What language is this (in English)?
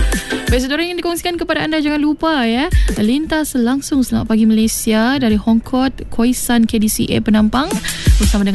Malay